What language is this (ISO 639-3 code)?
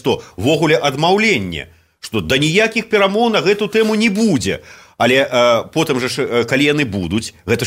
bel